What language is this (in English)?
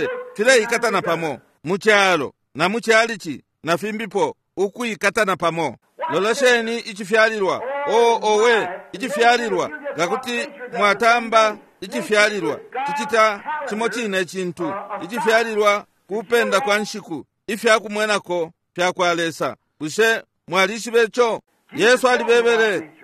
Bemba